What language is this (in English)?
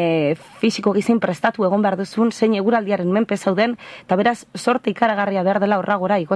Basque